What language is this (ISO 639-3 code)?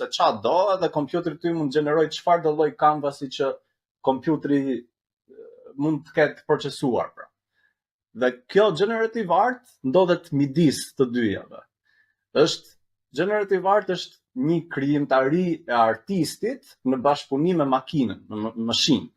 sqi